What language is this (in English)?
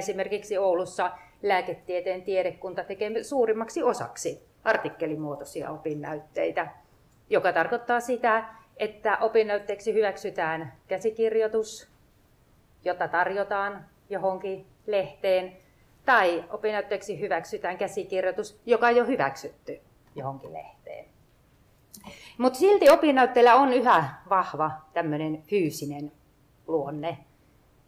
Finnish